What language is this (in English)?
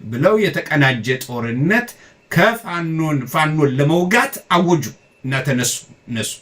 Amharic